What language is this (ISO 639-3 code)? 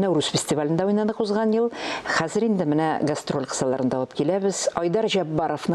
tat